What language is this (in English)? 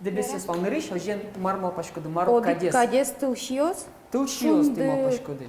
Udmurt